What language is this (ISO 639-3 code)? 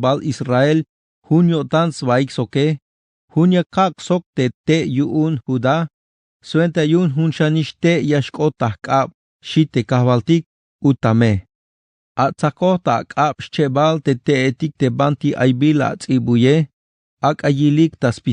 tzh